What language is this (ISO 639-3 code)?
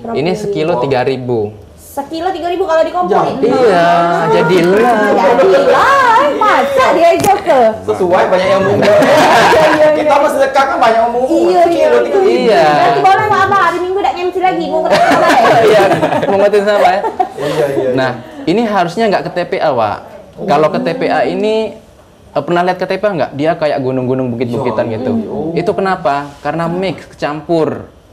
mui